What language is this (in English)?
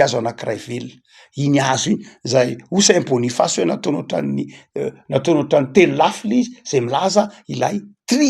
Malagasy